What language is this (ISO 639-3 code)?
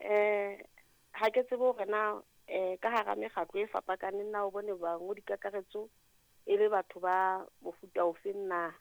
sot